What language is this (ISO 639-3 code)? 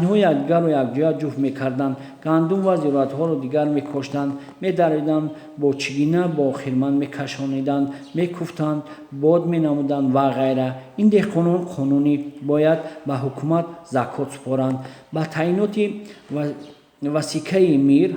tgk